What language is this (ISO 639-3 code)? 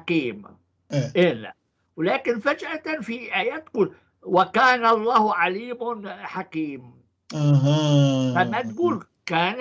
apc